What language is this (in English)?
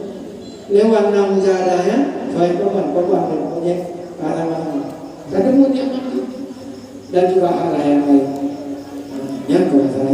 Achinese